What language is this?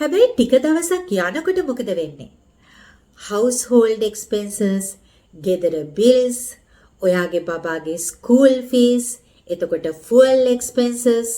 Sinhala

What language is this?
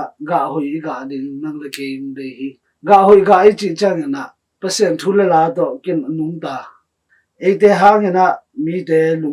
Tedim Chin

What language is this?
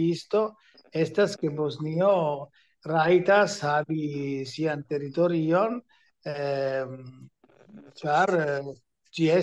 Esperanto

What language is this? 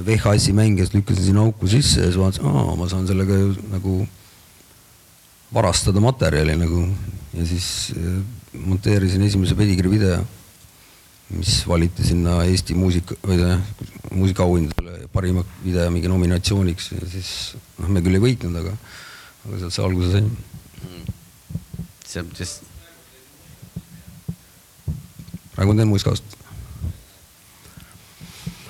Estonian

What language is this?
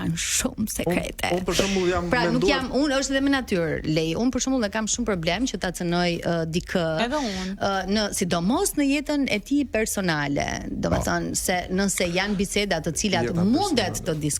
Albanian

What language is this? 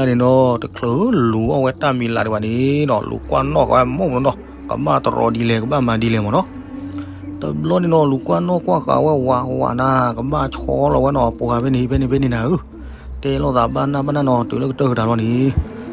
S'gaw Karen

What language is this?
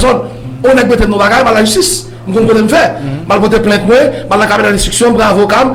Haitian Creole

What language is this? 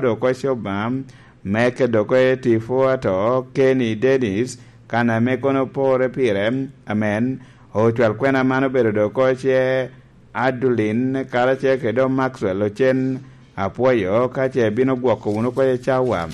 Lango (Uganda)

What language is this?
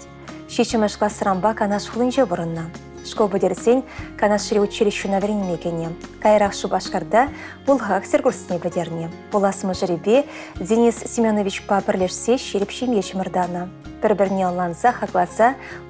Chuvash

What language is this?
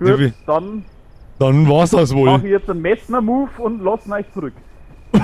Bavarian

